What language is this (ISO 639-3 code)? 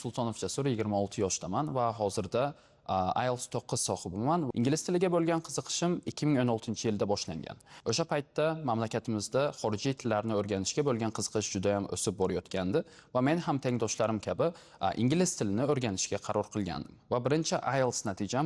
uzb